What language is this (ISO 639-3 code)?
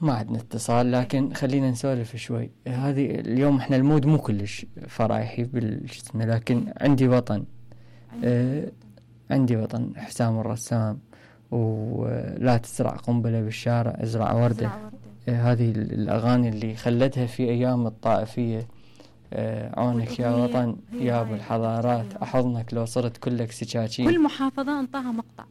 acm